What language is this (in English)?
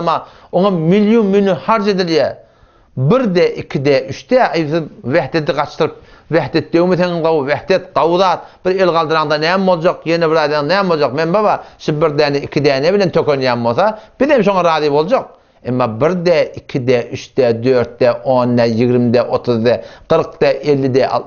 Turkmen